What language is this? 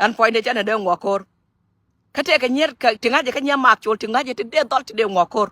Nuer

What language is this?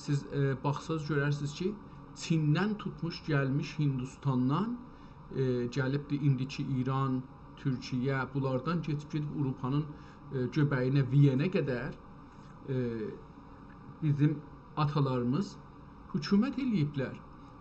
South Azerbaijani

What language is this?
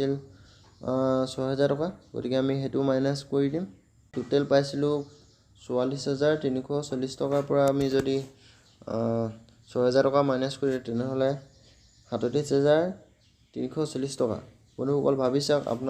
Assamese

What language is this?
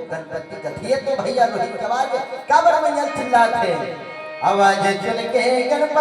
Chhattisgarhi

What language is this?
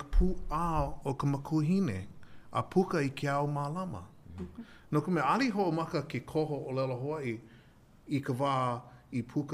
Hawaiian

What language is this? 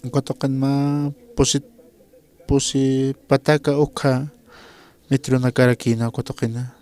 Aymara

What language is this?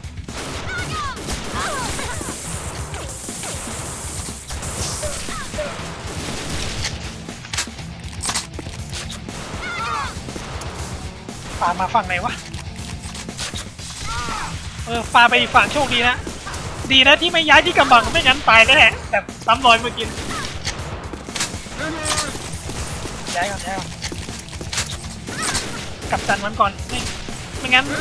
Thai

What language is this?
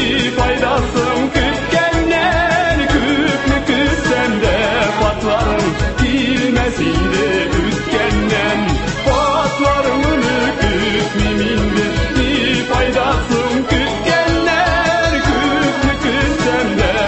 Tatar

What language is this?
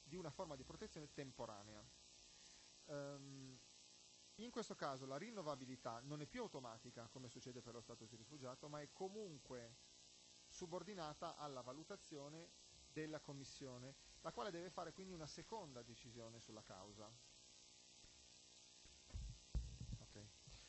Italian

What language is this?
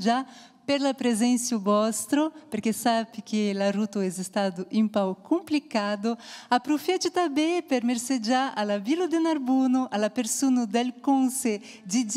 Occitan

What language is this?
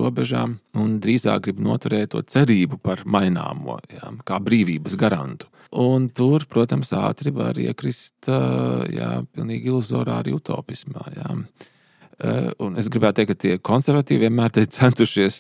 Latvian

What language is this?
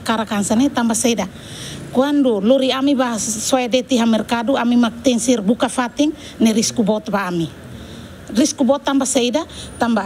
Tetum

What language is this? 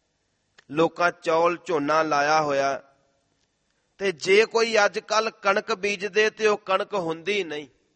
Punjabi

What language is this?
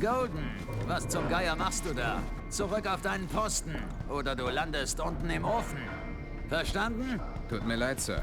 Bavarian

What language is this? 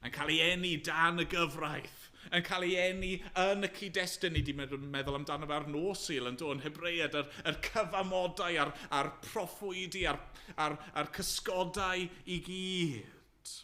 Welsh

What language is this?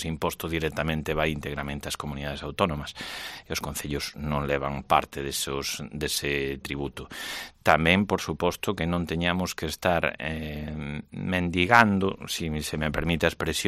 Galician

